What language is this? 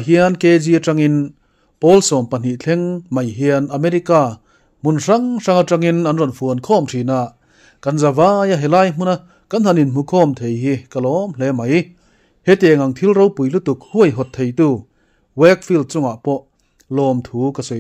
Mizo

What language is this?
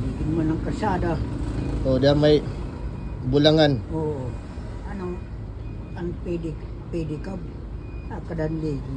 Waray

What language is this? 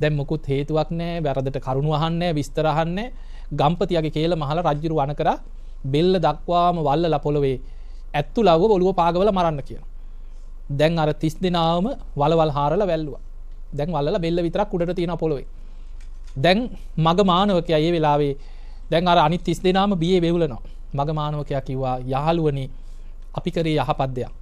Sinhala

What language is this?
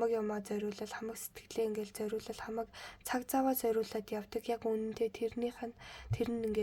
Mongolian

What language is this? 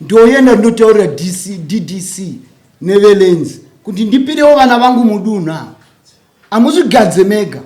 Shona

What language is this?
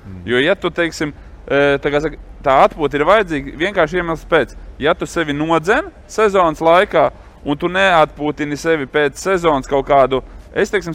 Latvian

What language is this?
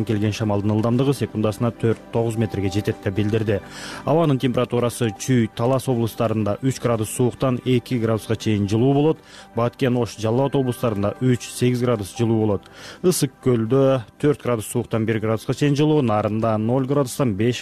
Kyrgyz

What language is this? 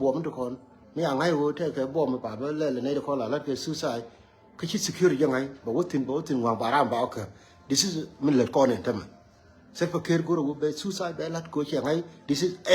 Nuer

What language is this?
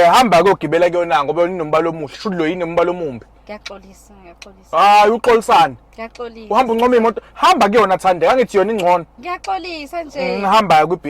Zulu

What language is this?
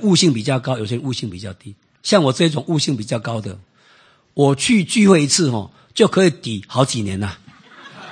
Chinese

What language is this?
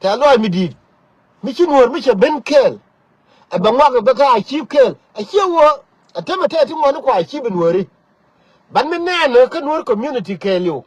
Nuer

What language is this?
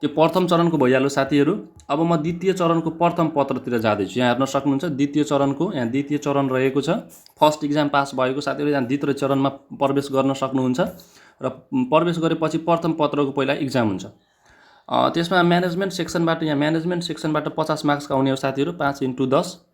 Nepali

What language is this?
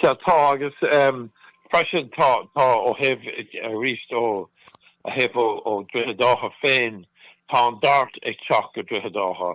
Irish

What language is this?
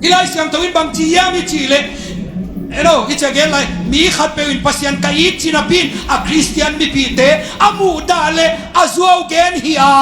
Tedim Chin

